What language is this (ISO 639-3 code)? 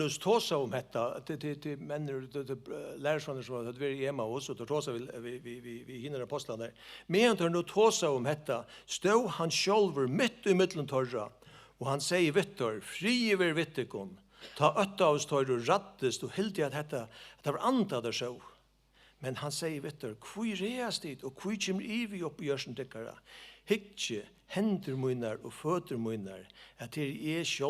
fao